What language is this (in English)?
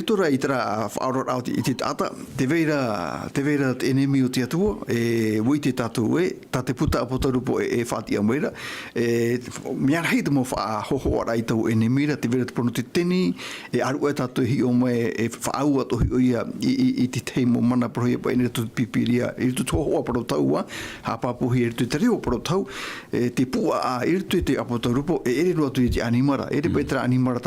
Tahitian